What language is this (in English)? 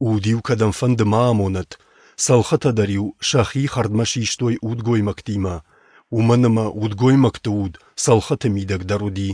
Ossetic